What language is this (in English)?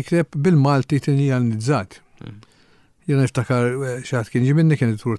Maltese